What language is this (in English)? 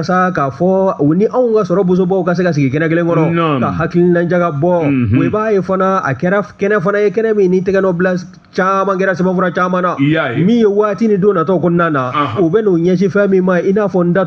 Bambara